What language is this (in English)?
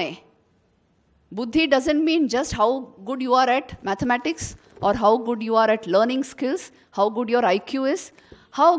Marathi